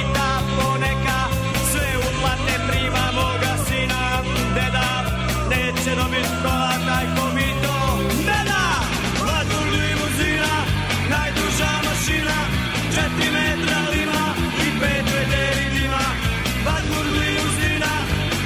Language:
Serbian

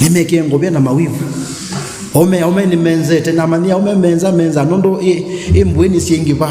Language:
Kamba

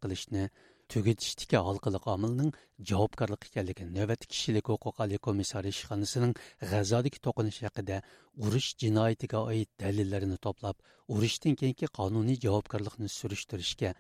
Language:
Uyghur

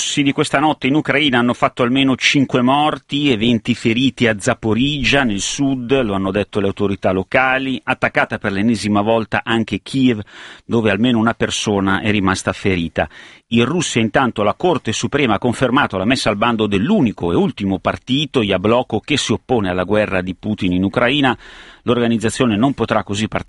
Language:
Italian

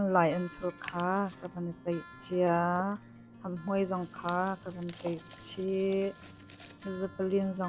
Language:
Hakha Chin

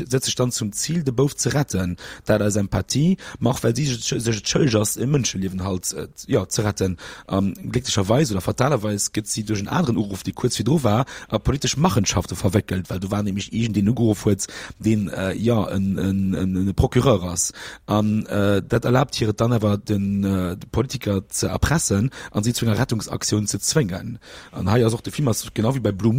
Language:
Luxembourgish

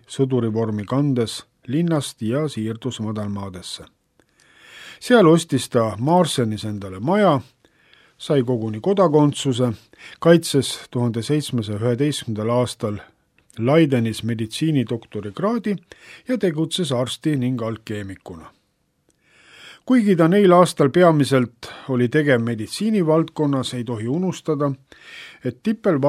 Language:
Estonian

